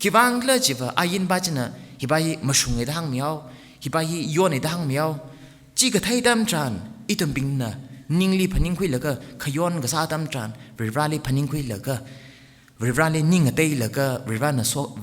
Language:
Tangkhul Naga (India)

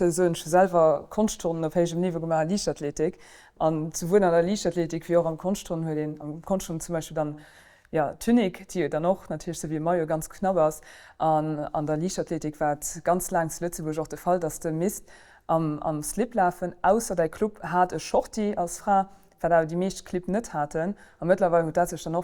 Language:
Luxembourgish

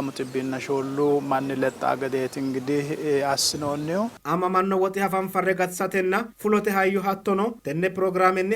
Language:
Sidamo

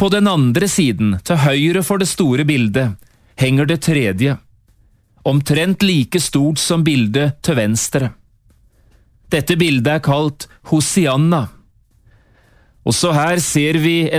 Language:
Norwegian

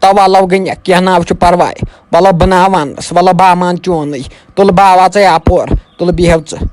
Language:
Kashmiri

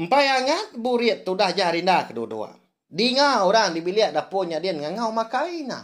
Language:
Iban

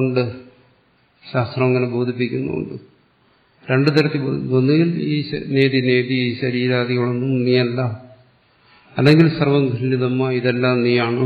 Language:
Malayalam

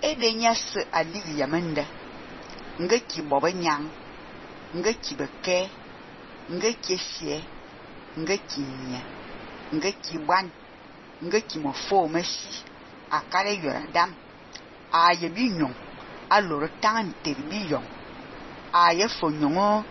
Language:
Fang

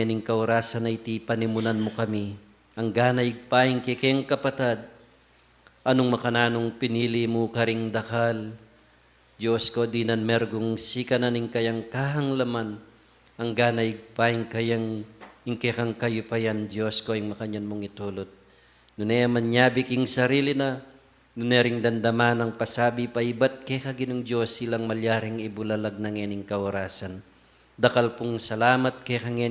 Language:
Pampanga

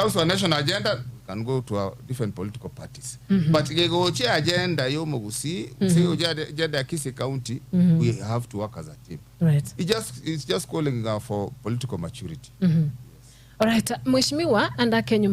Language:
Gusii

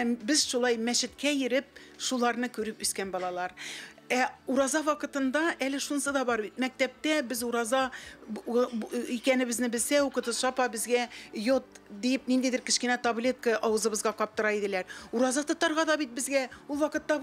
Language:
Tatar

